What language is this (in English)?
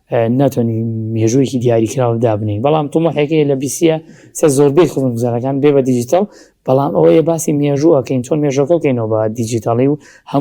Central Kurdish